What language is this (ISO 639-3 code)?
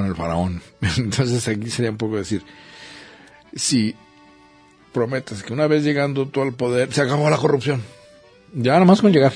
spa